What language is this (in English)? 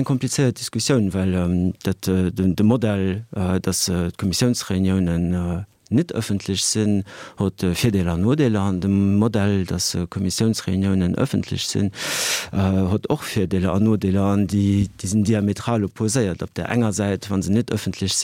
Luxembourgish